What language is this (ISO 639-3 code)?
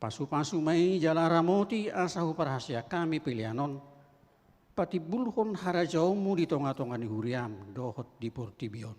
bbc